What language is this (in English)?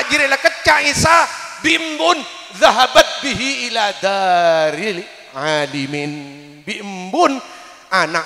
Madurese